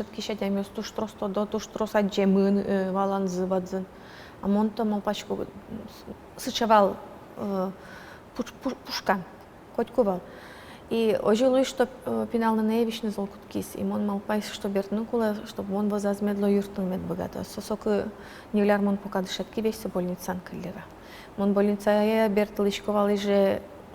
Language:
Udmurt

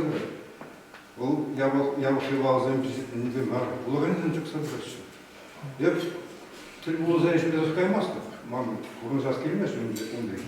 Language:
Chuvash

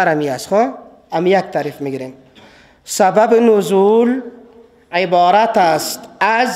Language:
Persian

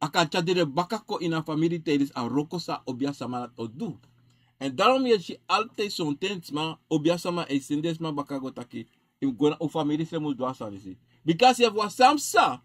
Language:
Sranan Tongo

